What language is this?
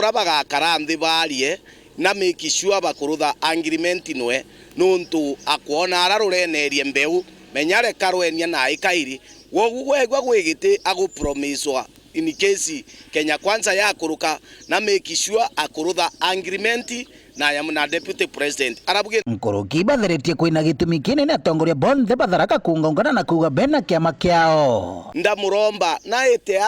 Meru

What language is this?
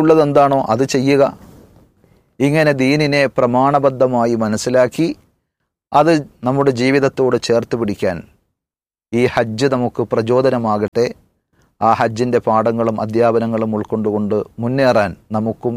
Malayalam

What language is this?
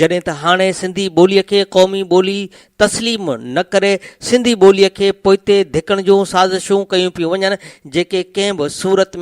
Sindhi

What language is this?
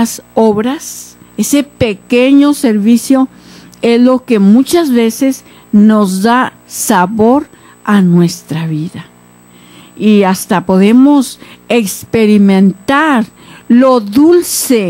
Spanish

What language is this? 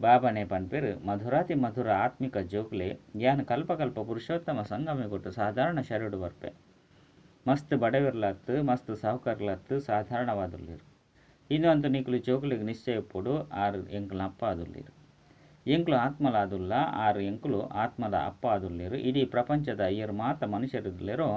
Tulu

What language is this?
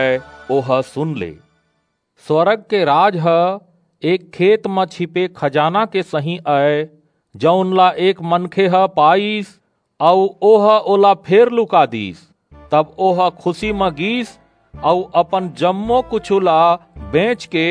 Chhattisgarhi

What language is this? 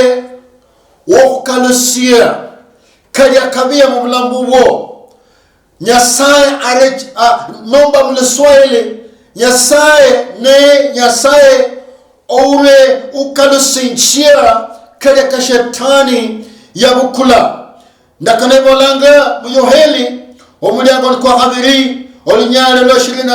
Luyia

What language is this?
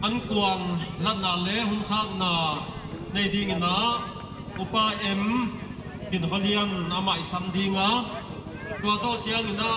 Paite Chin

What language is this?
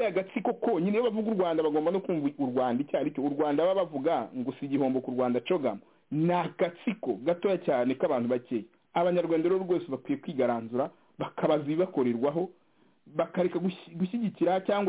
Kinyarwanda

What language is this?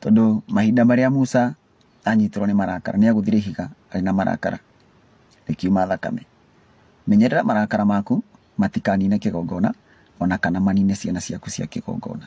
Kikuyu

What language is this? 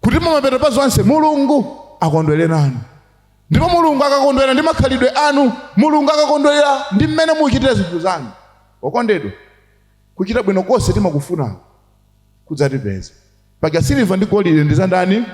Nyanja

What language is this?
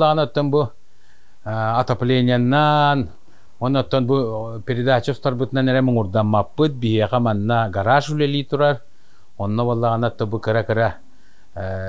Yakut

